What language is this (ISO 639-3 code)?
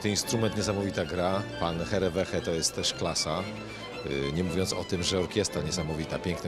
pol